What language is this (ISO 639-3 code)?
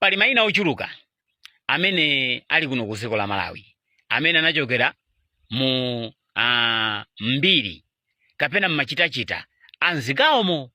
nya